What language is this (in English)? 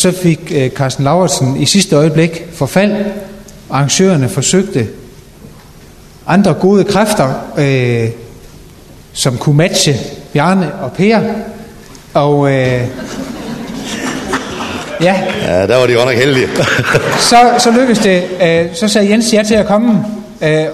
Danish